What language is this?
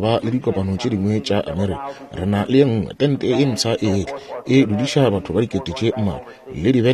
Northern Sotho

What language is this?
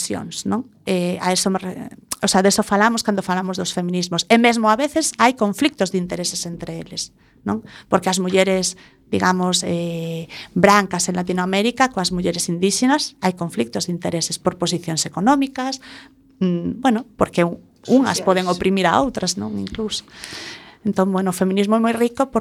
Galician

